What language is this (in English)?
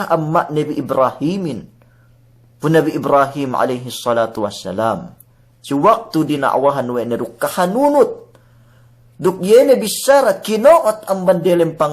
Yakan